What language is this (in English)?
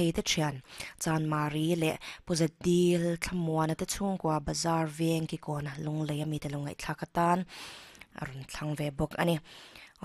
Mizo